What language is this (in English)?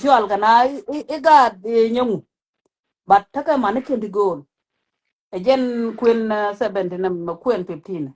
Nuer